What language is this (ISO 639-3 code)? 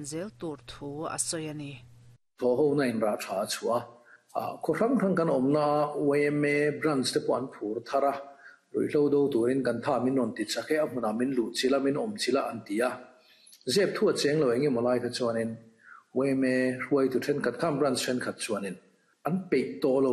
lus